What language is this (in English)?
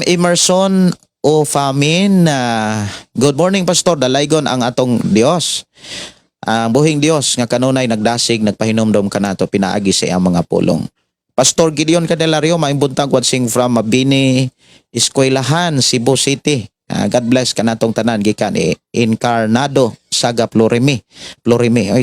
Cebuano